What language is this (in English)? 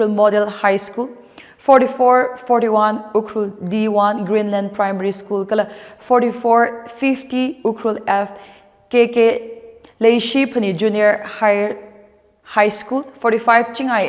Tangkhul Naga (India)